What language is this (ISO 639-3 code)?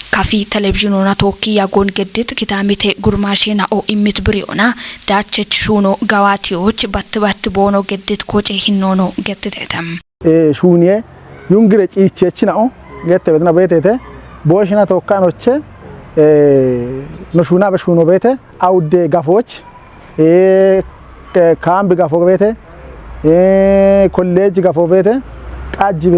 kbr